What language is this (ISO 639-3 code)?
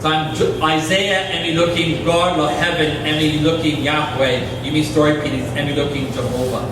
tpi